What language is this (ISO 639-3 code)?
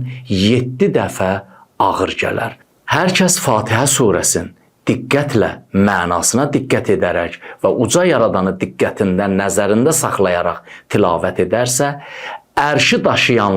aze